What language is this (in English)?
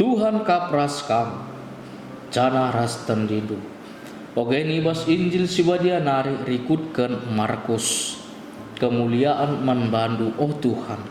Batak Karo